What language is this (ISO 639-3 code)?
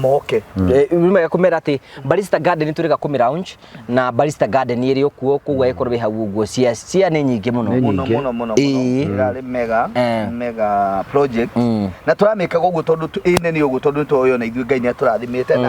kik